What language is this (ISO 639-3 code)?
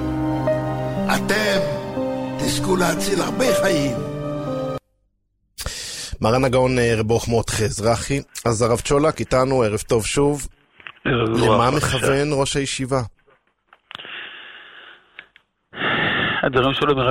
heb